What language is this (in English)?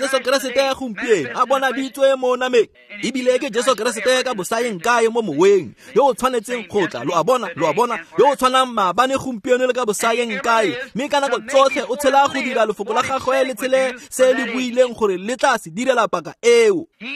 Tswana